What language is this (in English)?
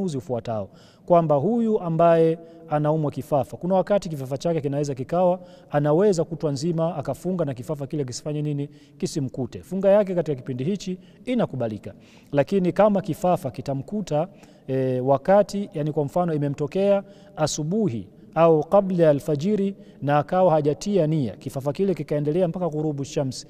Swahili